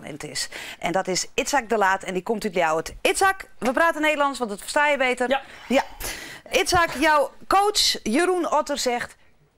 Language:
Western Frisian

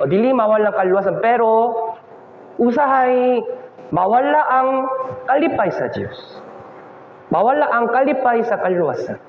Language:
Cebuano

